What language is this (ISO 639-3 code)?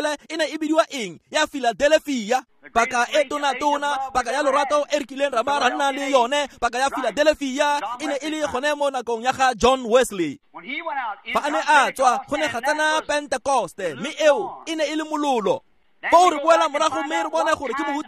tsn